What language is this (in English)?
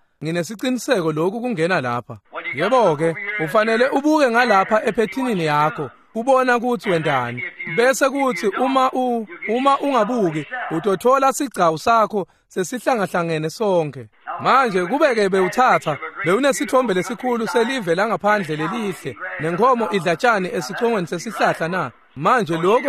Swati